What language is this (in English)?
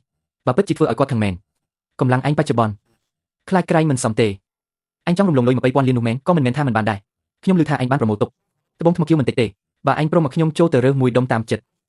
Khmer